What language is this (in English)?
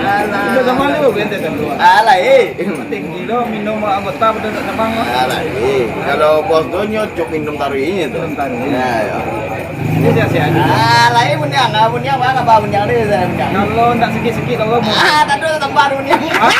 Minangkabau